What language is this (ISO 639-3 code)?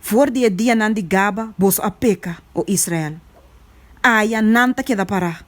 pap